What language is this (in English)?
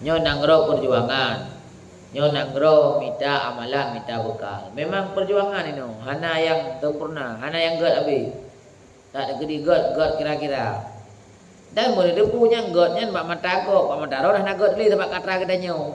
Achinese